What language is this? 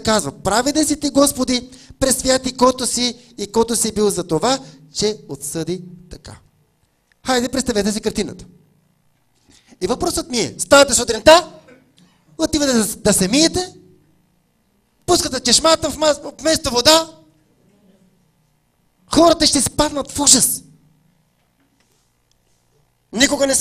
Bulgarian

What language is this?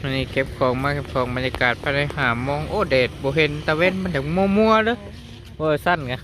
Lao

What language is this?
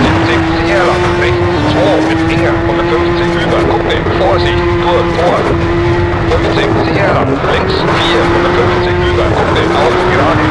Bavarian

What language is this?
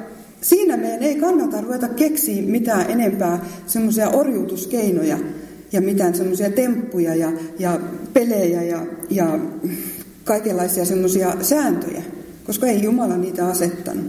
Finnish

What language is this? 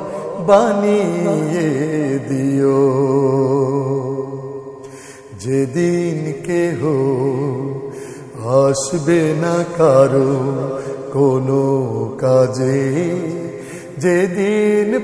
Bangla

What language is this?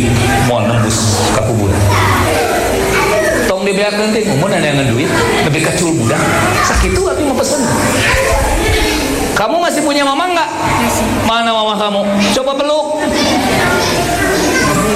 Indonesian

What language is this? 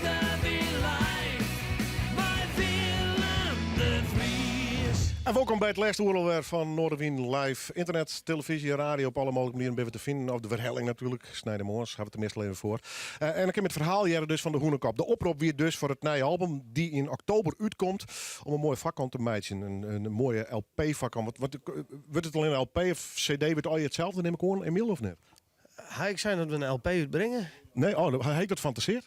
Western Frisian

